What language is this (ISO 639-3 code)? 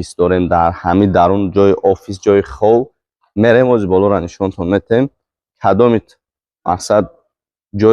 tgk